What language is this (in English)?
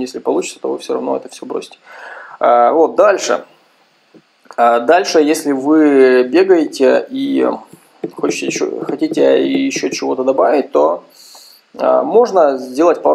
Russian